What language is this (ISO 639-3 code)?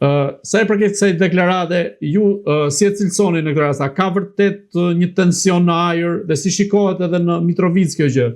sqi